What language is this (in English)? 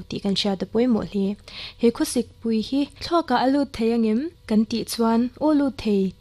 Mizo